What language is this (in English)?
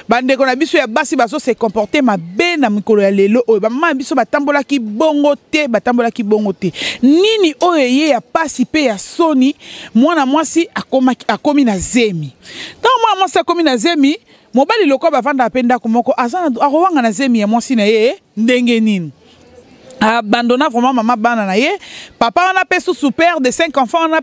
Lingala